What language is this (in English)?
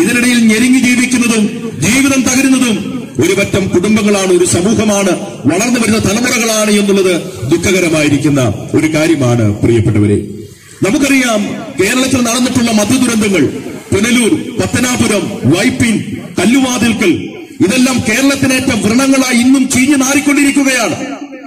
Malayalam